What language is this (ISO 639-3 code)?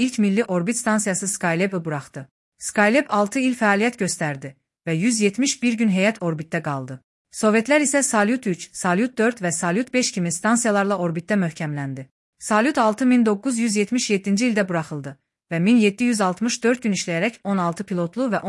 aze